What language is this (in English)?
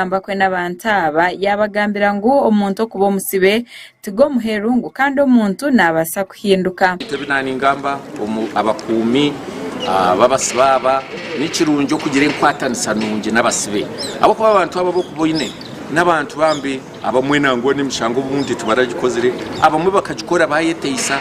Nyankole